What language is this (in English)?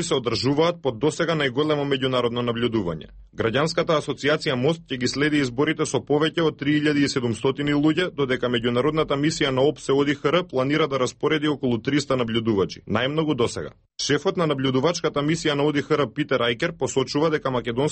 Macedonian